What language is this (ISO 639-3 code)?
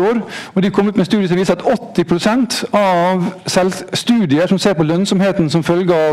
nor